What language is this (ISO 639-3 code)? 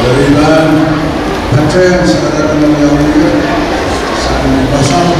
pon